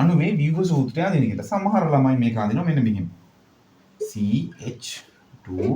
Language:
Sinhala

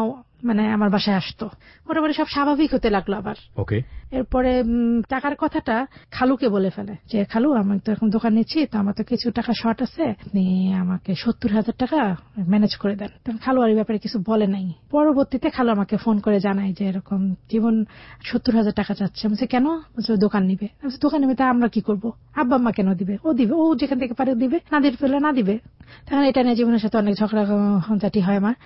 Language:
Bangla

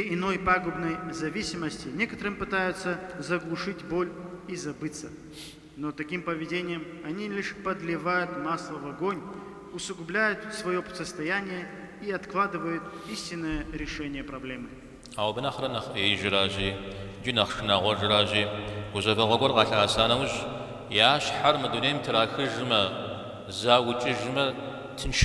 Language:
Kabardian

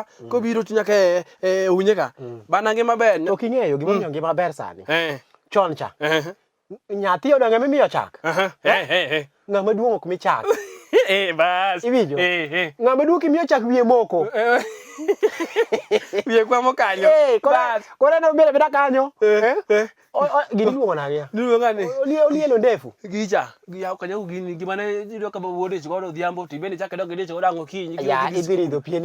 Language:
Luo (Kenya and Tanzania)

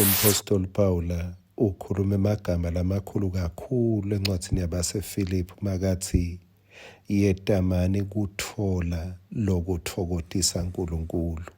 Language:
Swati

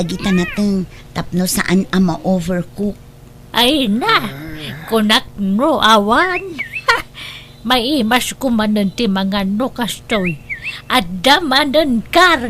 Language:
Iloko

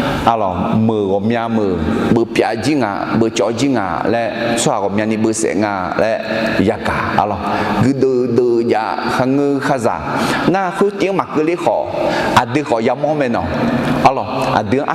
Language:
Akha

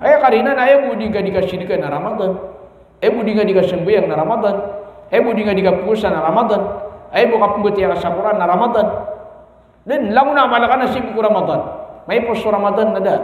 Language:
Maranao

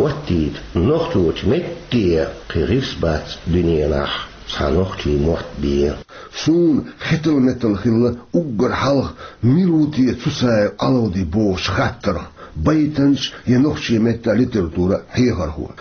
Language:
Chechen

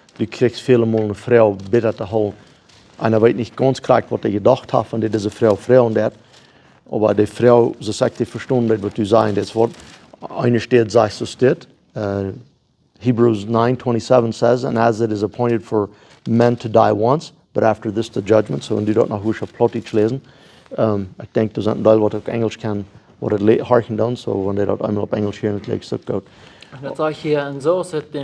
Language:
Plautdietsch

